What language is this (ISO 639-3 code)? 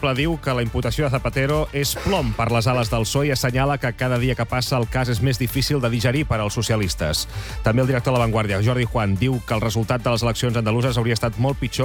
cat